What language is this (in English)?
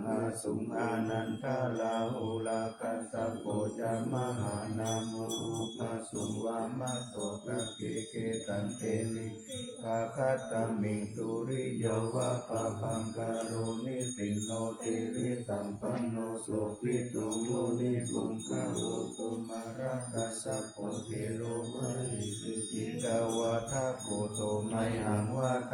Pali